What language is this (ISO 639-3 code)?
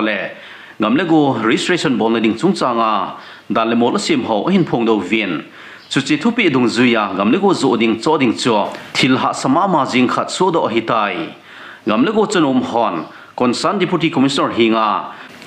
tcz